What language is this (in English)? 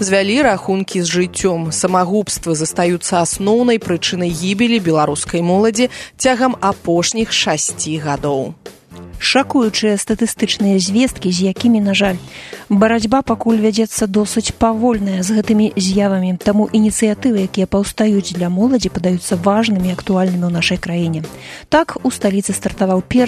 Belarusian